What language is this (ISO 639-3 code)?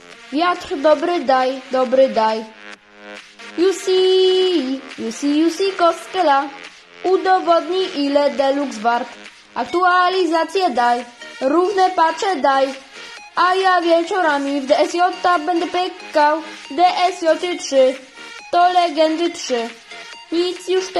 pol